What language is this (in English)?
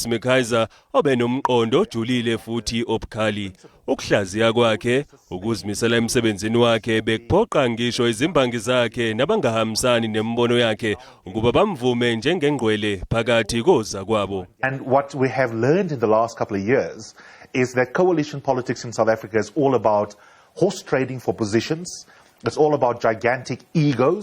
Zulu